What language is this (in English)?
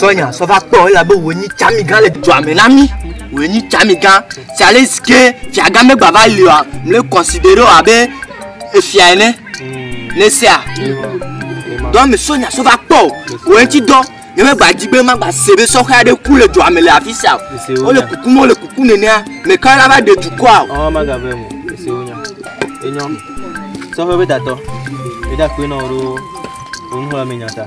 Ewe